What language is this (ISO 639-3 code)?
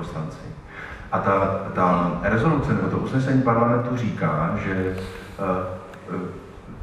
ces